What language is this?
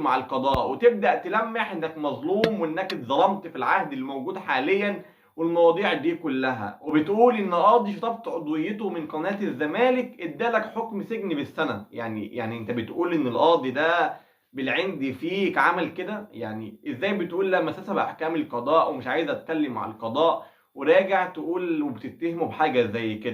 Egyptian Arabic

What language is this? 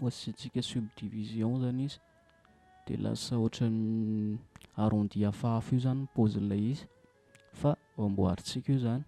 Malagasy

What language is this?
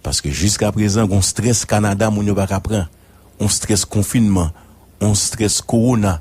Haitian Creole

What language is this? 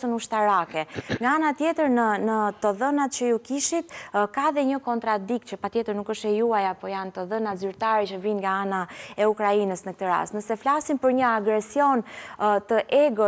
Albanian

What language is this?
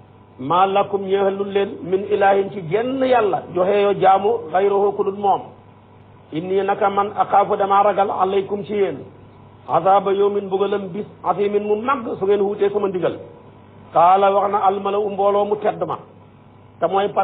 Wolof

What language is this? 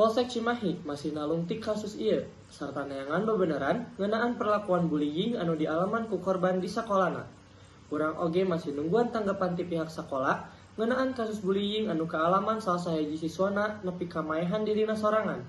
Sundanese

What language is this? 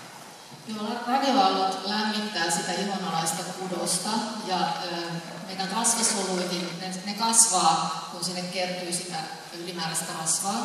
Finnish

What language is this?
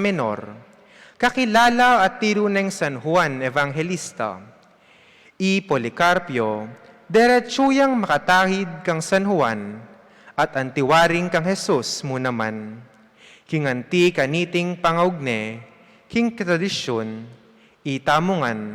Pampanga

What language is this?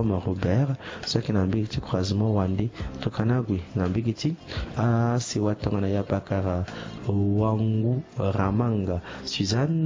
Sango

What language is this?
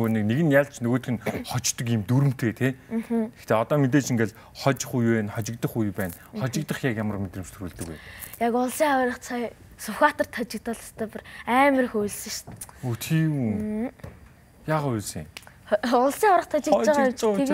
Mongolian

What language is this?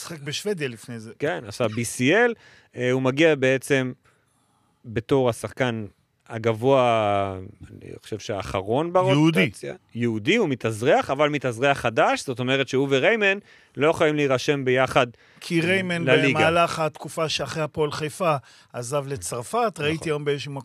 Hebrew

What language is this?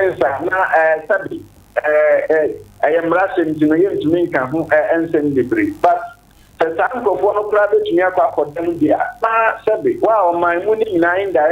Akan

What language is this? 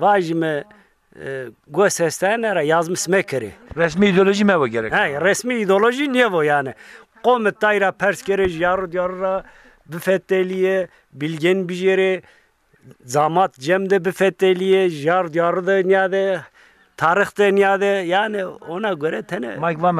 Zaza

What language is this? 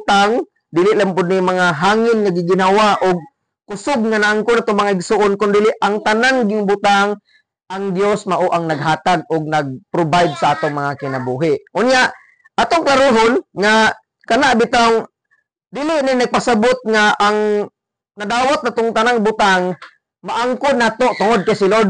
Cebuano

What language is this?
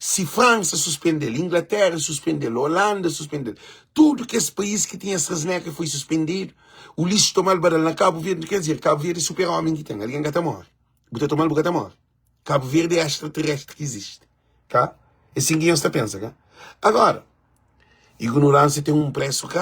Kabuverdianu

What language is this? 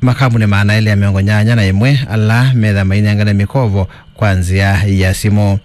Kamba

